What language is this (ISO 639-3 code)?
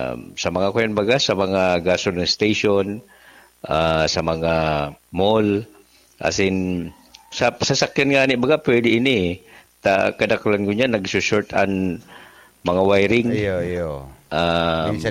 bik